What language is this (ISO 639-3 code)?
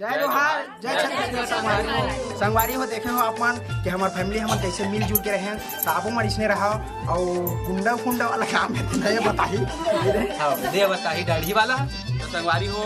hne